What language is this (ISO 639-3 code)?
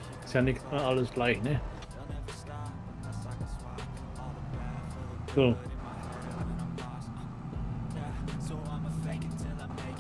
deu